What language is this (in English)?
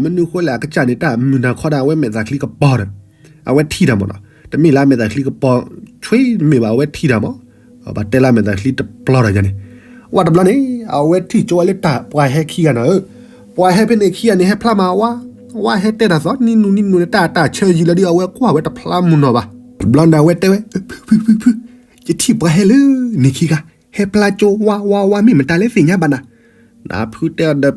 S'gaw Karen